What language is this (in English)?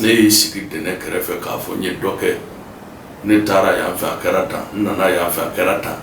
Bambara